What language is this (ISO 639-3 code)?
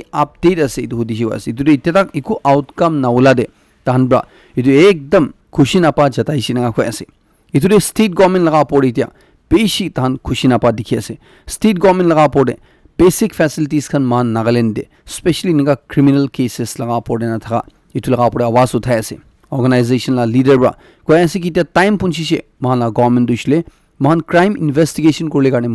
nag